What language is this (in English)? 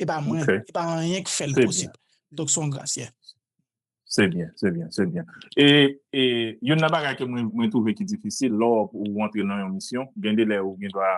Haitian Creole